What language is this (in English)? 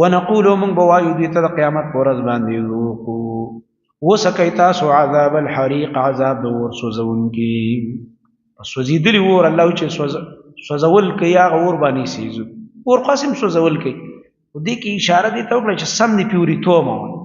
Pashto